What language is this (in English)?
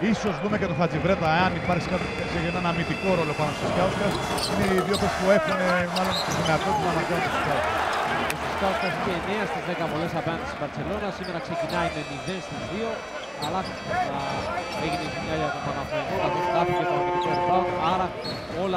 Greek